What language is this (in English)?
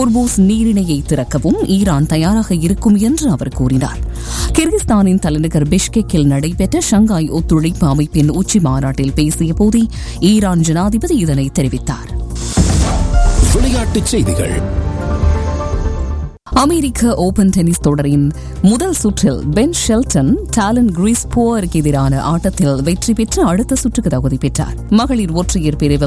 Tamil